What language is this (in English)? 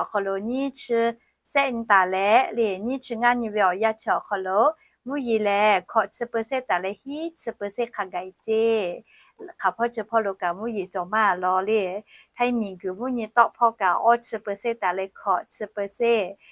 Lahu